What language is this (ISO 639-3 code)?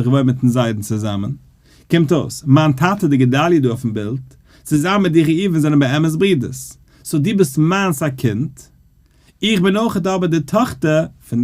yid